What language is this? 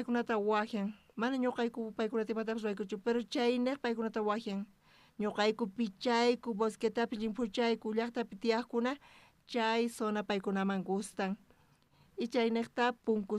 South Bolivian Quechua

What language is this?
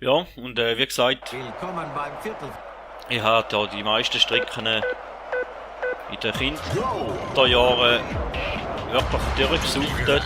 Swiss German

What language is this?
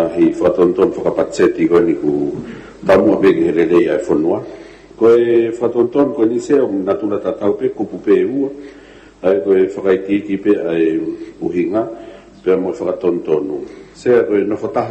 Tongan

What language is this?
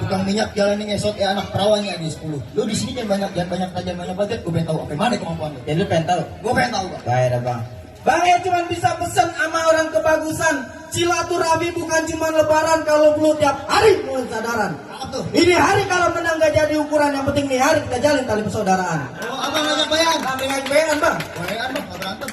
Betawi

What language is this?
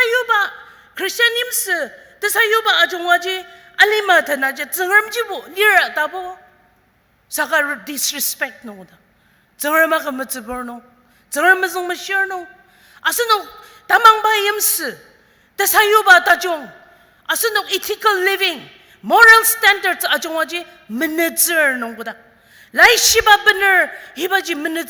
Ao Naga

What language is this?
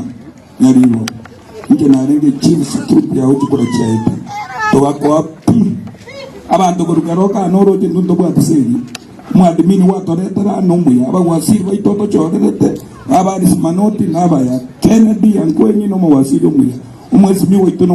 Gusii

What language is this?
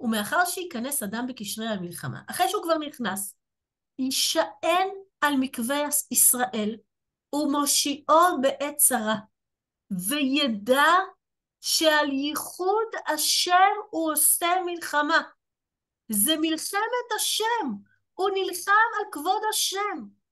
Hebrew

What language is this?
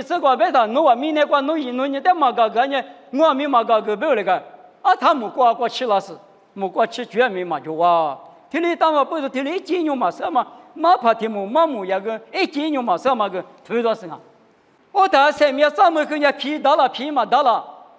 Lisu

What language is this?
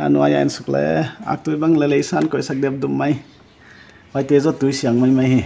Paite Chin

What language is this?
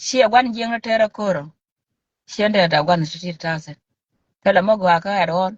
Nuer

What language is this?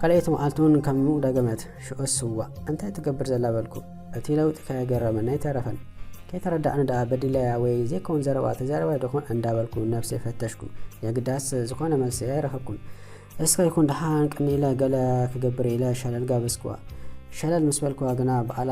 Tigrinya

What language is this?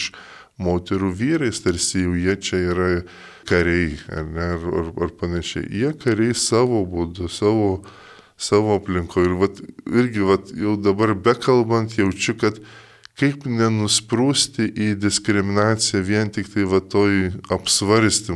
Lithuanian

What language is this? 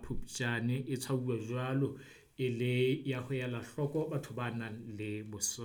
Southern Sotho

